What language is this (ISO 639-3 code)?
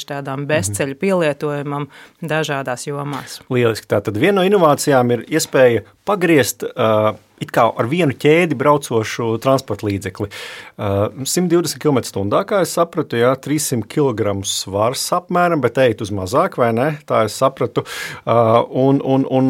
lav